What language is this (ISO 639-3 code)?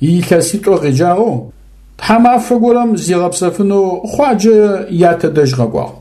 ady